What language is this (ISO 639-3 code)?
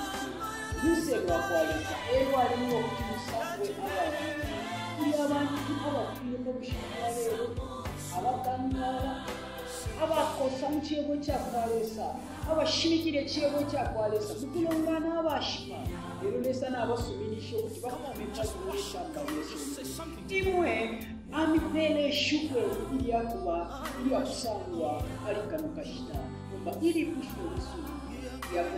bem